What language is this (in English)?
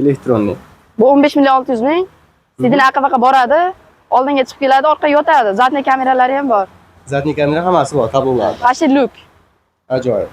Uzbek